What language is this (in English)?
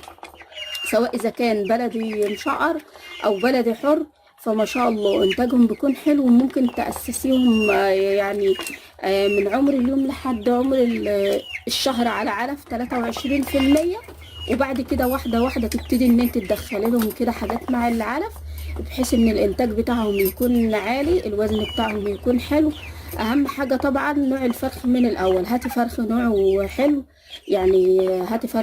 Egyptian Arabic